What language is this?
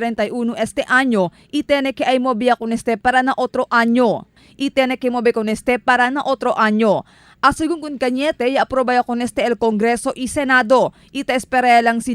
Chavacano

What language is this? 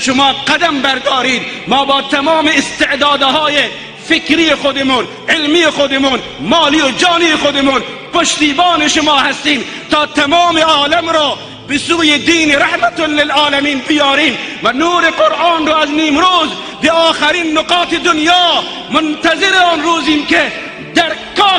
Tajik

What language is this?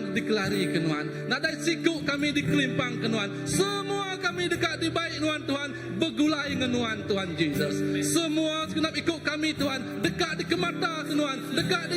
Iban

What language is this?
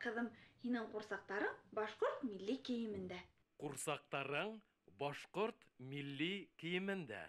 Bashkir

